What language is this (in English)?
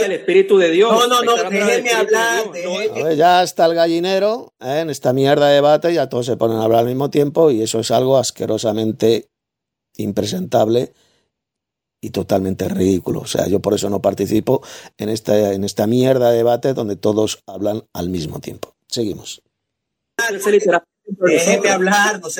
Spanish